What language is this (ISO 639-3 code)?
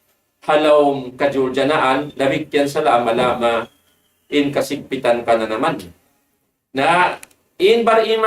tsg